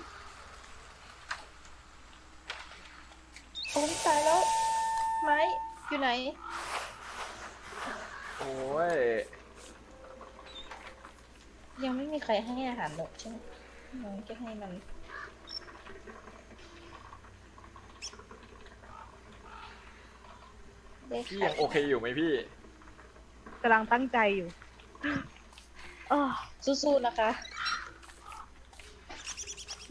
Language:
Thai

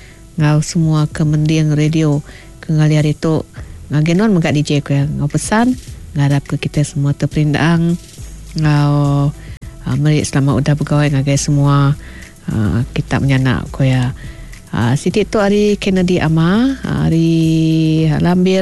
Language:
Iban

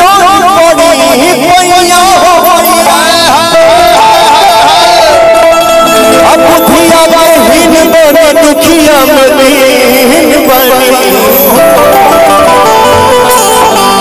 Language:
Bhojpuri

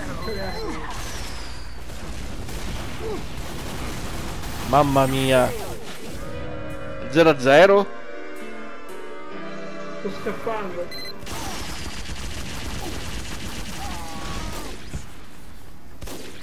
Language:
Italian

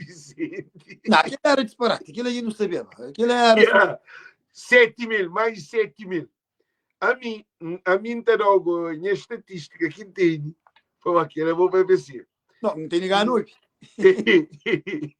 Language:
Kabuverdianu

